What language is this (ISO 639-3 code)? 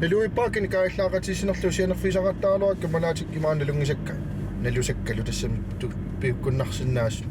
kal